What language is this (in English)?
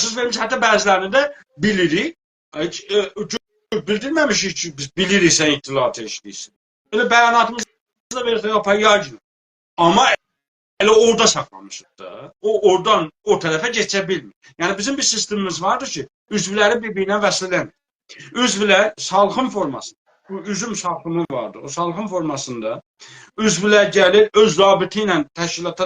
South Azerbaijani